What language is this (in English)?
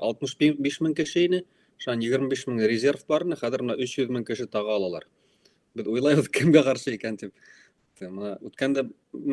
Bashkir